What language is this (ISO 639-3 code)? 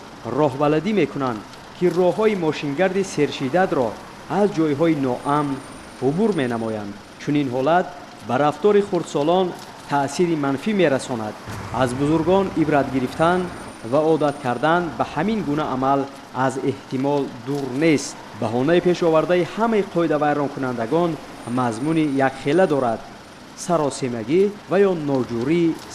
tgk